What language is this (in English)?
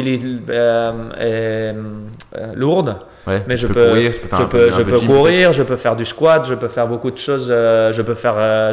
French